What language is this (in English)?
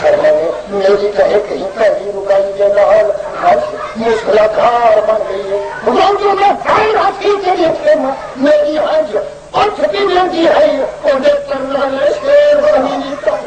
Saraiki